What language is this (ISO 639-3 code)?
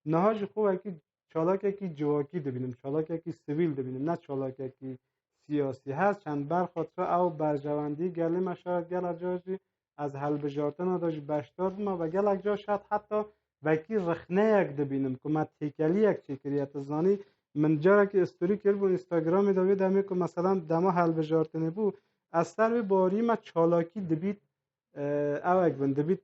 kur